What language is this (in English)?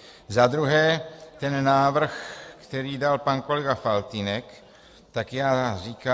Czech